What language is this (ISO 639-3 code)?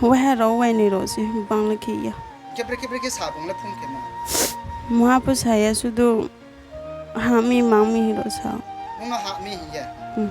ria